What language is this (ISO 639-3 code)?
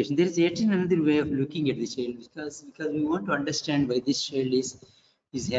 eng